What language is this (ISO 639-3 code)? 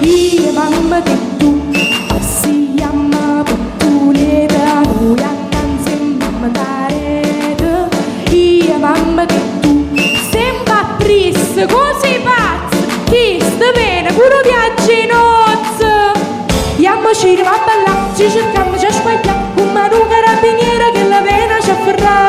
nap